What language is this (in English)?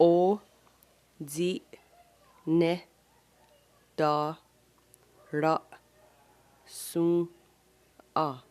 Mohawk